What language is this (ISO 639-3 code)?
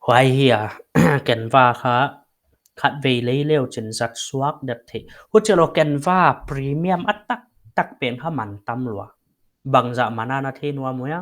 pck